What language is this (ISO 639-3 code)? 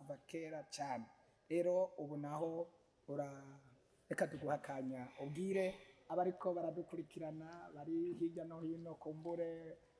run